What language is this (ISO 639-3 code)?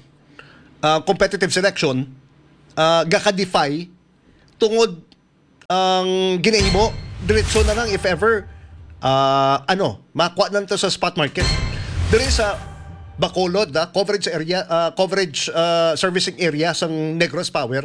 hil